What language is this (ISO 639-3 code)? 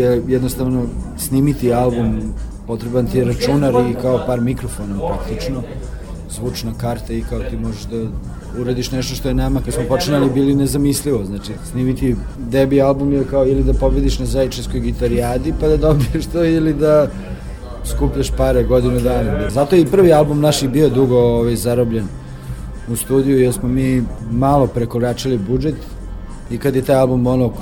srp